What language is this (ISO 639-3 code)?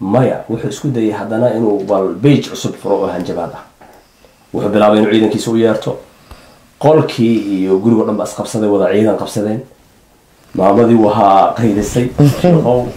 som